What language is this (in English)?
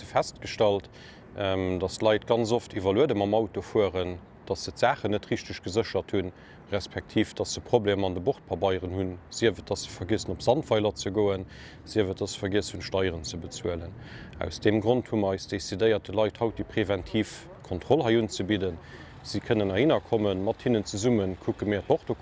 Luxembourgish